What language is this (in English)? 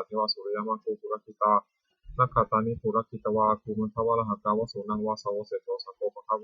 Pali